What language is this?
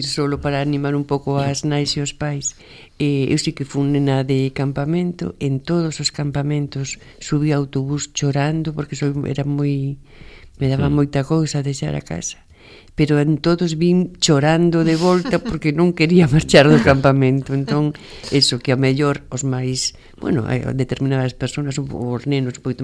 Galician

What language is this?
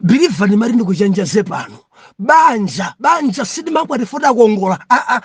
Nyanja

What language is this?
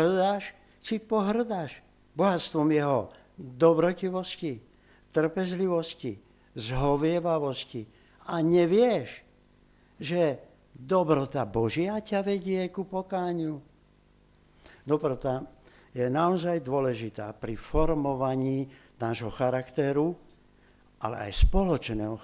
Slovak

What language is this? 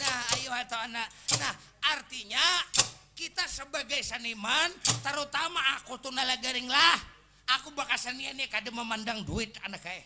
Banjar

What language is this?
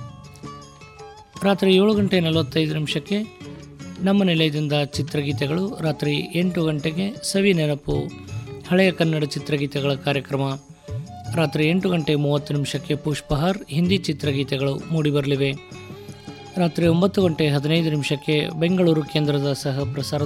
Kannada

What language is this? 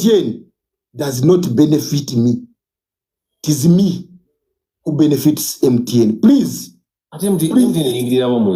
Ganda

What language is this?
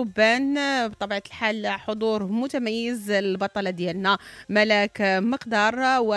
Moroccan Arabic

